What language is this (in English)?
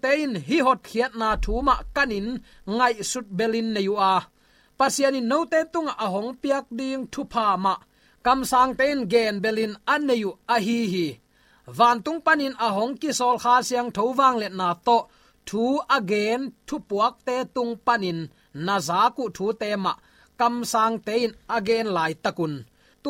Tedim Chin